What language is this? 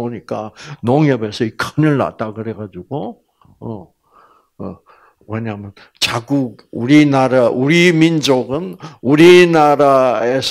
Korean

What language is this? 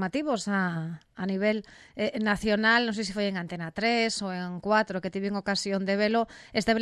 Galician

